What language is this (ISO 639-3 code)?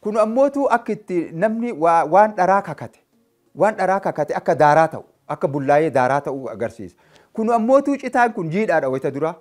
orm